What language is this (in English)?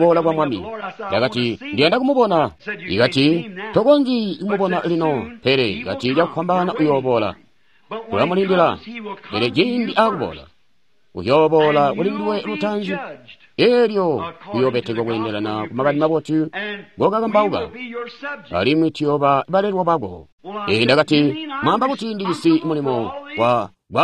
Tonga (Zambia)